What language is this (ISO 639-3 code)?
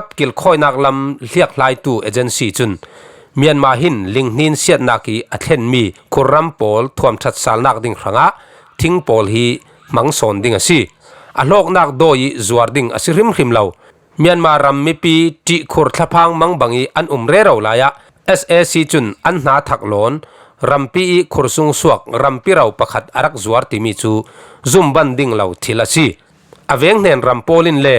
cfm